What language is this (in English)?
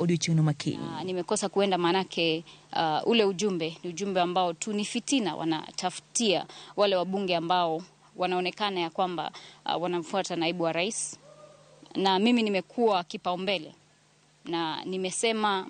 Luo (Kenya and Tanzania)